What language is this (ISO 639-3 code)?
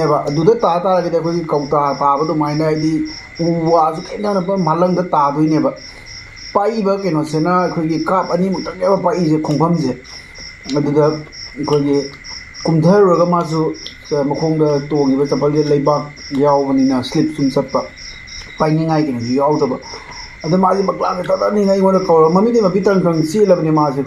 mni